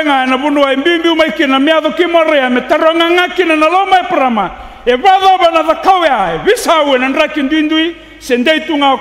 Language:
Fijian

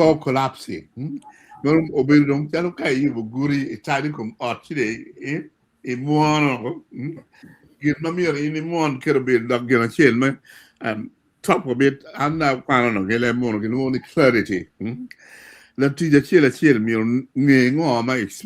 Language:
Acoli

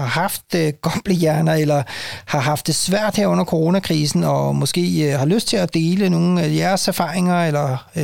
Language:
Danish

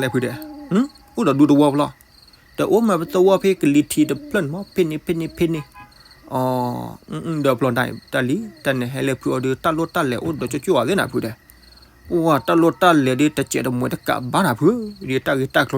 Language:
S'gaw Karen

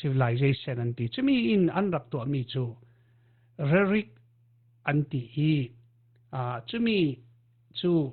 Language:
Falam Chin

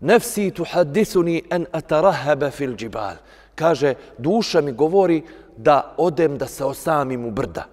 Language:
Bosnian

